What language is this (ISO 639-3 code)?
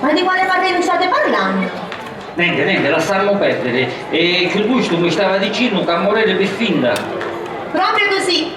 scn